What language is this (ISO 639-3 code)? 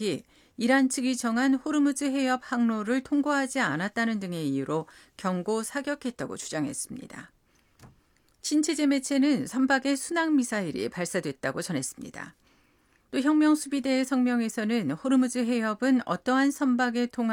kor